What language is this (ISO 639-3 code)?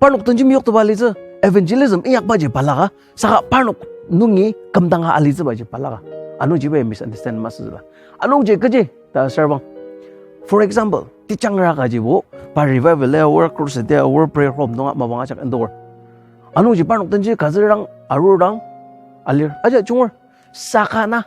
njo